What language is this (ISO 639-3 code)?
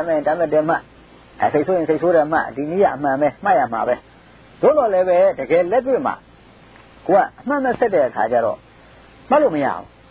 mya